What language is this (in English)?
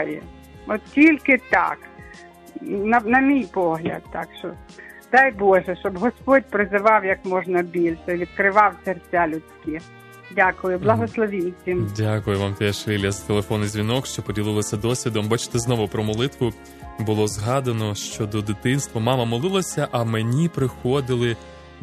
Ukrainian